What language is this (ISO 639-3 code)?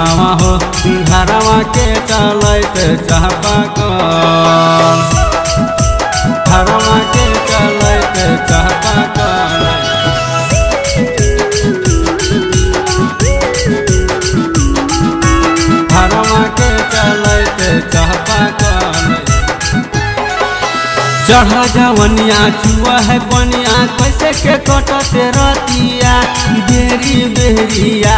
bho